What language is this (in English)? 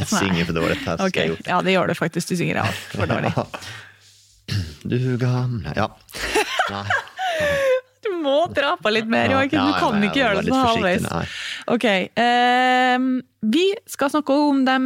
Norwegian